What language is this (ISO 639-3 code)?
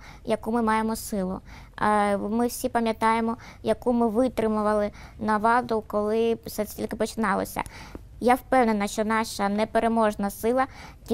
ukr